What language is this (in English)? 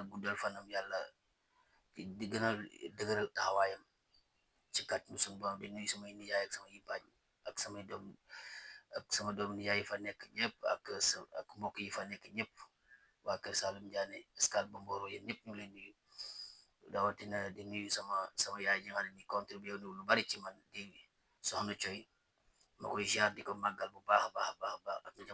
Wolof